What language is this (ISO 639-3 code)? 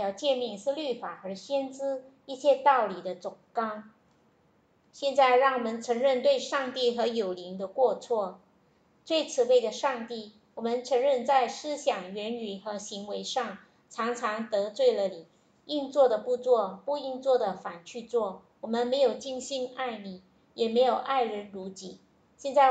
zho